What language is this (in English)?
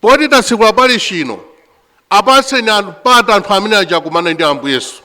Nyanja